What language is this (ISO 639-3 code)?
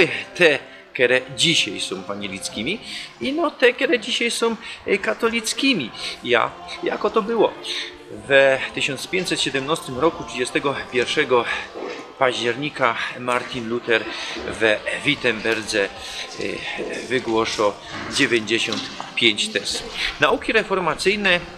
szl